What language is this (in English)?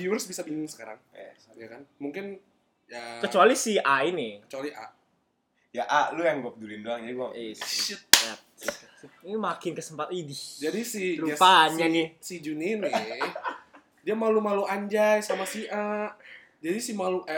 Indonesian